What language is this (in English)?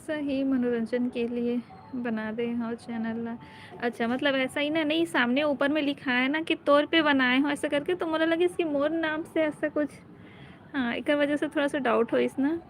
Chhattisgarhi